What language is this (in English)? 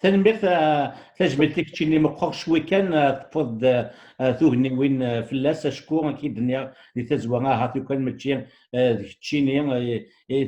Kabyle